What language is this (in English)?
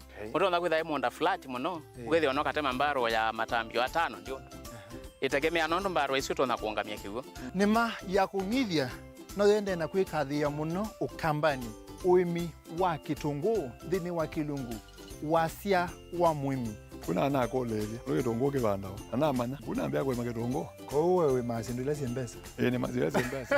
Kamba